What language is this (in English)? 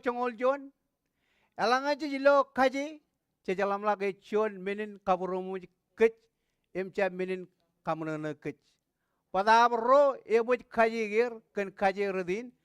Marshallese